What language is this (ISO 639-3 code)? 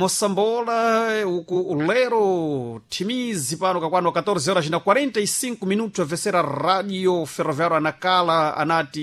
seh